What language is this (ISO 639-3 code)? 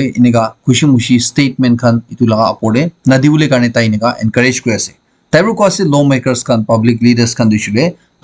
nag